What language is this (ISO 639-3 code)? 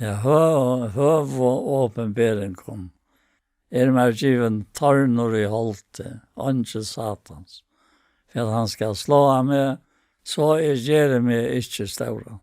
fao